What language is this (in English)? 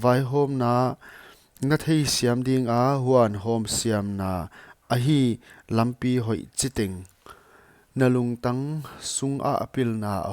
Paite Chin